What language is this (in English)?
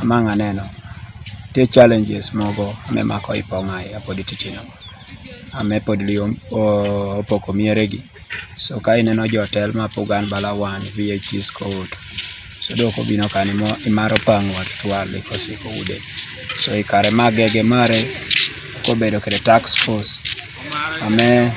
Teso